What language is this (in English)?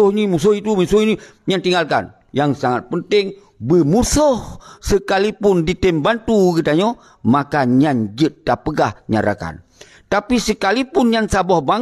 Achinese